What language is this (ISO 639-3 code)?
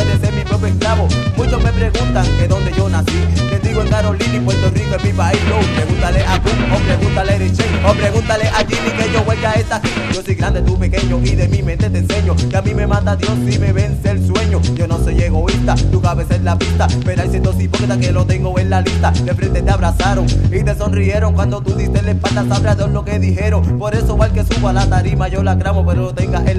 spa